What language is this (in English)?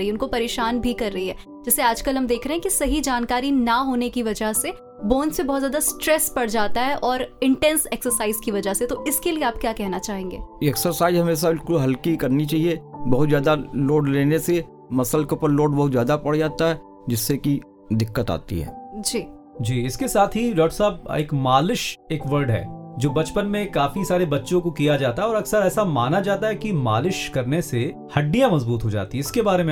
Hindi